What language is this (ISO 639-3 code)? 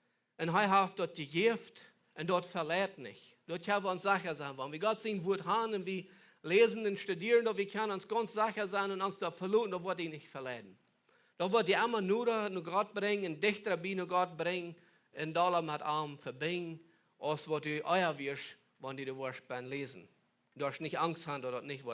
pdt